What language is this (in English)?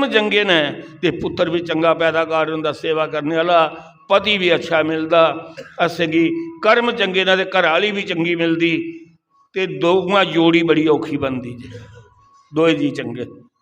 Dogri